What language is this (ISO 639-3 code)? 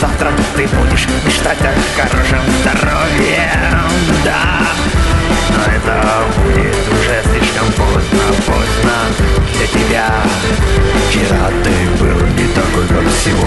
rus